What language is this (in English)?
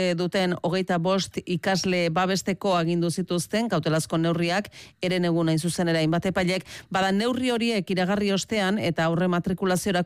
Basque